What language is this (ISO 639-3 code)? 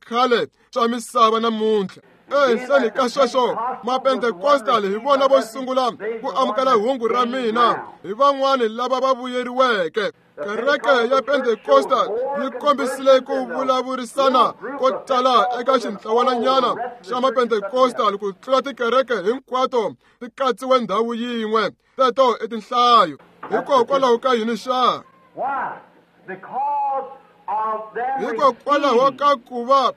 tso